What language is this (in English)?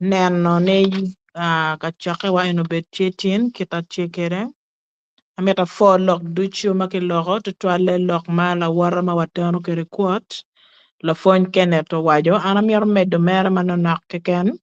Acoli